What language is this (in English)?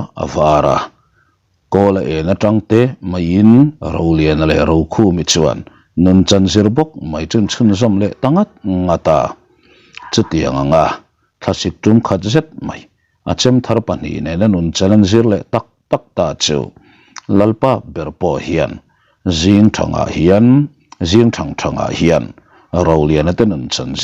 Mizo